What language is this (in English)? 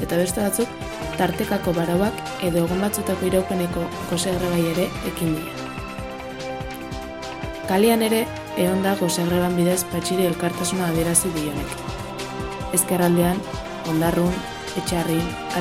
Basque